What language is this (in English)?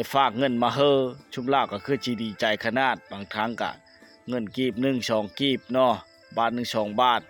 Lao